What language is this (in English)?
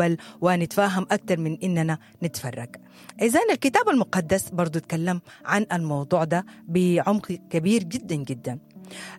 Sudanese Arabic